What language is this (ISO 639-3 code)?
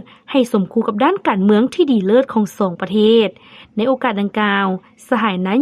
lao